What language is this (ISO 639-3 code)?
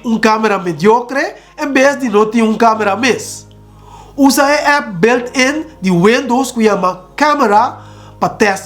pap